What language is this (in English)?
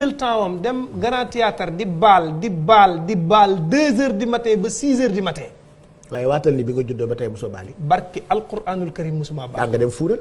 Wolof